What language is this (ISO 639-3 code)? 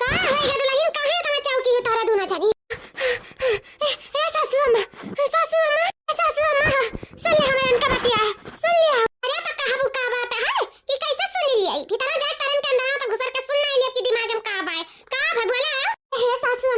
awa